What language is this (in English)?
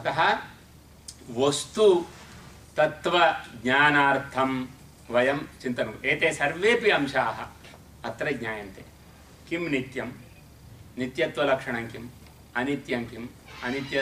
Sanskrit